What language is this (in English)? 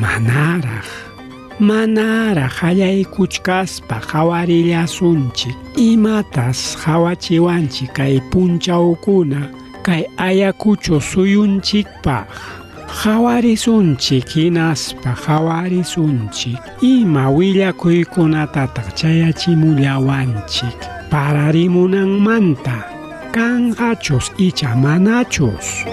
Ayacucho Quechua